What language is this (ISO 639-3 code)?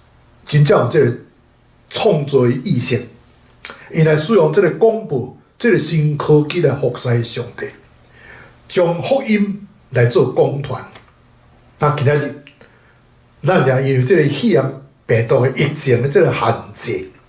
nan